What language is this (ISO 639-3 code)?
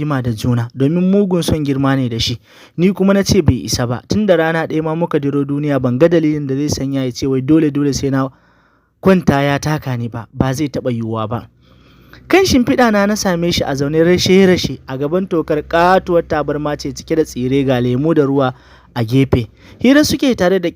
hau